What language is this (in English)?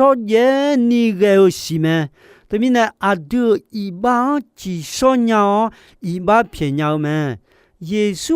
Akha